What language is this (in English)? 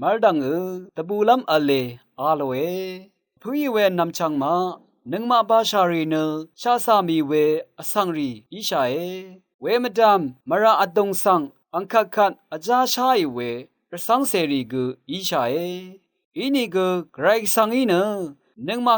Rawang